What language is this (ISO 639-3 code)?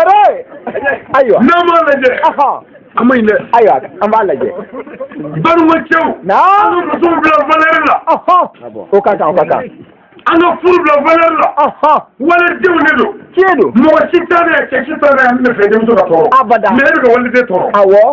bam